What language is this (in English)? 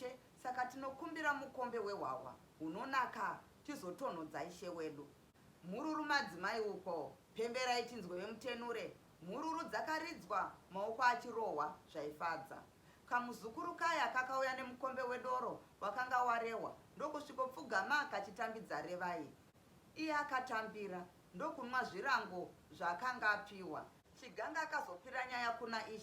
Shona